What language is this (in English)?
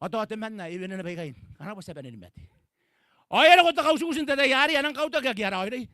Gilbertese